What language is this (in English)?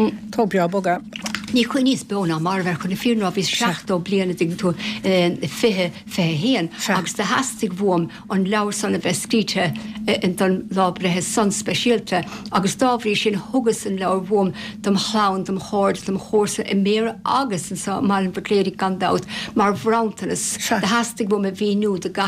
Irish